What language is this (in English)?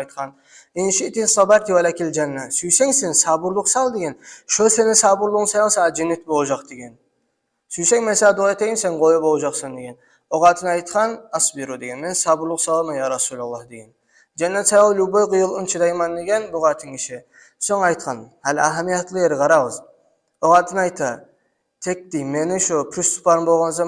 Kumyk